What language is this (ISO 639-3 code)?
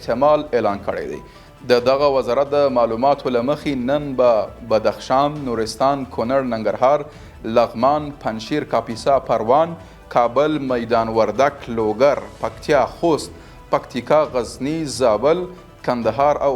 pus